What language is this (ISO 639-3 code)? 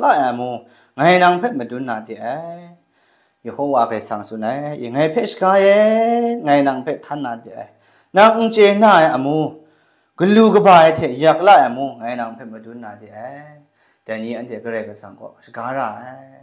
kac